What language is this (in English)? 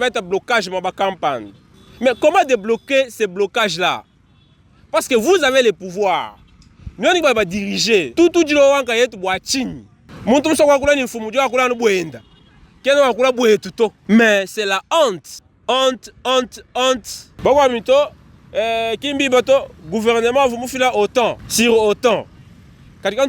Luba-Lulua